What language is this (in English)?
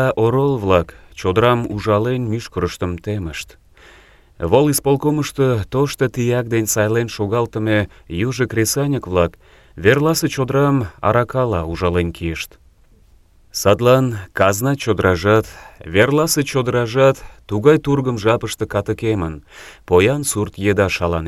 Mari